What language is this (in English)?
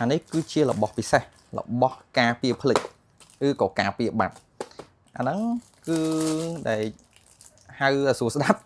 Khmer